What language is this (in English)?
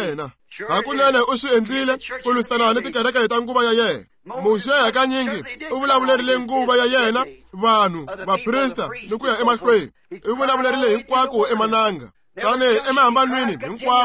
Tsonga